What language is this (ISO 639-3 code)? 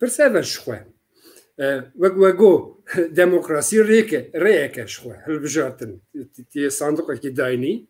kur